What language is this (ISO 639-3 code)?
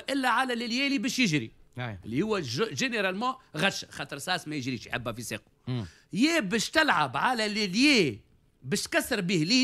aeb